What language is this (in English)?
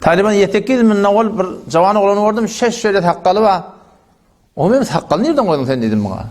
Turkmen